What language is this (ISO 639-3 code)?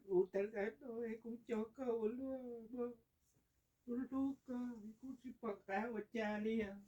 hmn